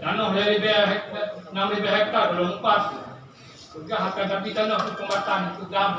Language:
Achinese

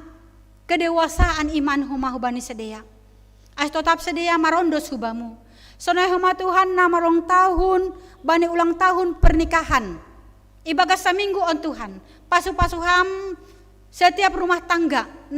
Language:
Batak Simalungun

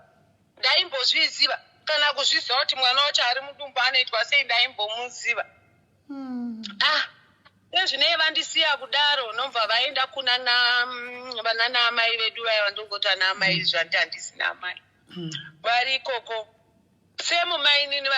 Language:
Shona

